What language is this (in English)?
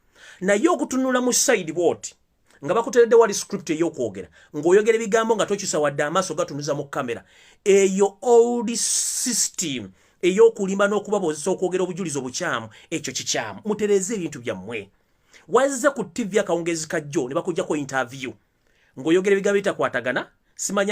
Ganda